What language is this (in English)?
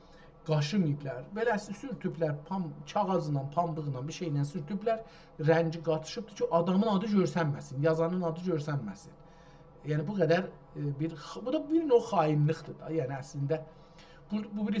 South Azerbaijani